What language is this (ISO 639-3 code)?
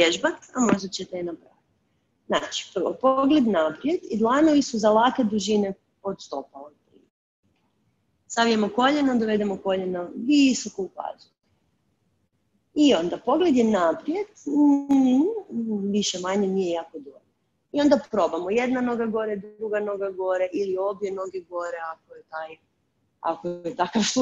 hrv